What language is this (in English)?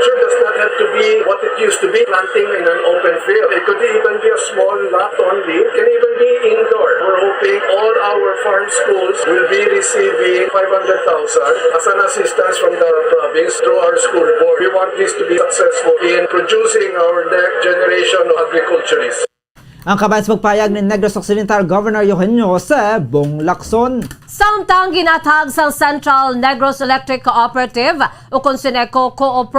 Hiligaynon